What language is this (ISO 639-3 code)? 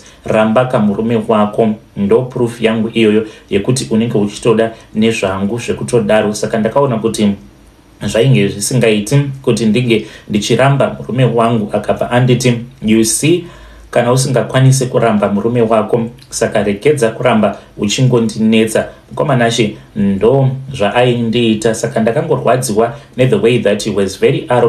sna